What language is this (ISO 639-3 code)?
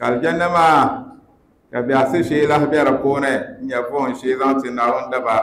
dag